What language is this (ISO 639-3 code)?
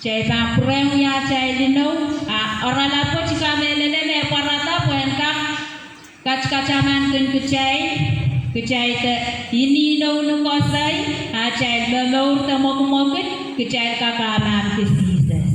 pon